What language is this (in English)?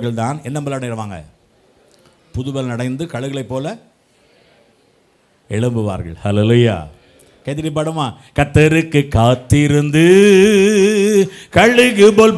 Tamil